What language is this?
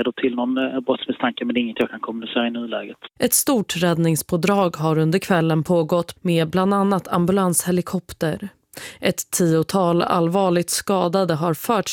Swedish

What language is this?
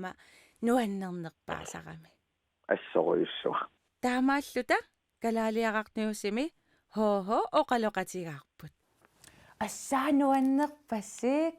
Kalaallisut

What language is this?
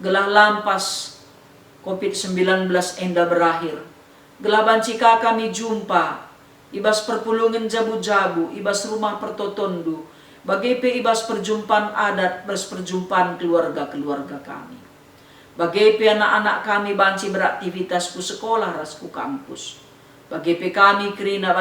Batak Karo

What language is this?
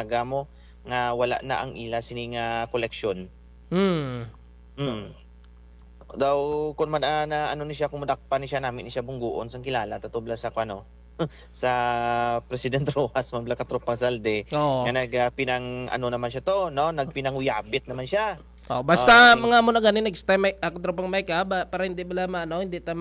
Hiligaynon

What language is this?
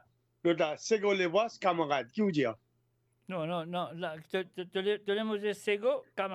Morisyen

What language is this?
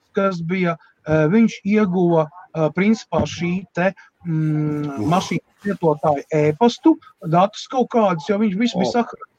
Latvian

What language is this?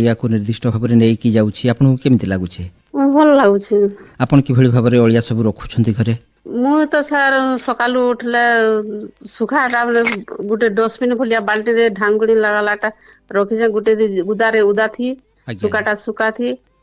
Odia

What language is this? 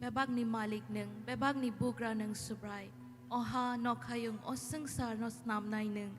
Kok Borok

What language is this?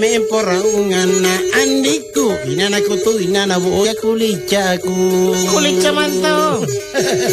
Makasar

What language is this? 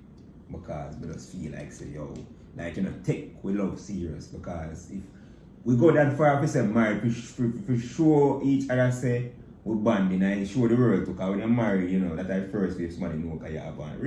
Jamaican Creole English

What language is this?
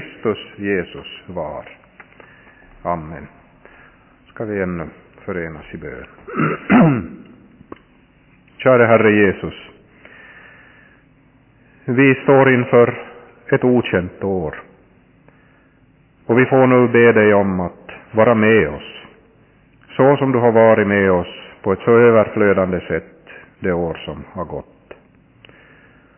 Swedish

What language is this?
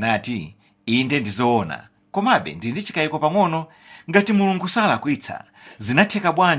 Nyanja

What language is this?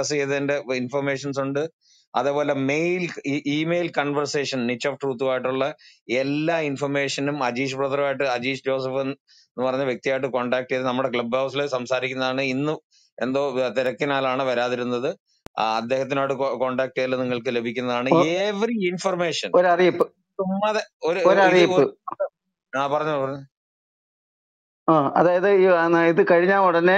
Malayalam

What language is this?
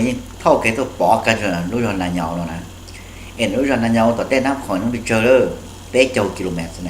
Hmong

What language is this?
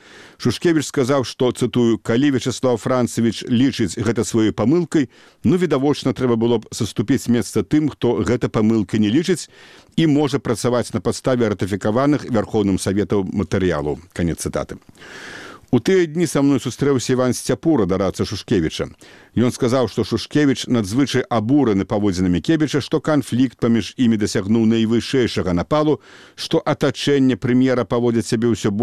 Belarusian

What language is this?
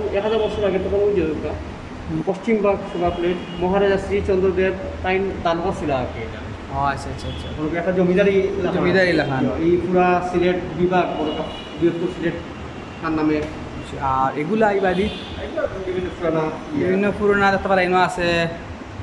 Sylheti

